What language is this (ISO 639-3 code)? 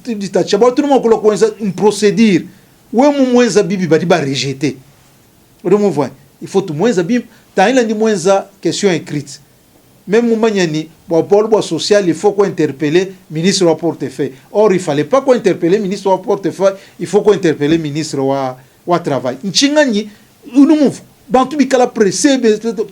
lua